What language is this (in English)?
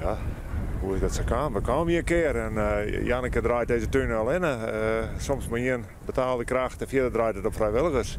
Western Frisian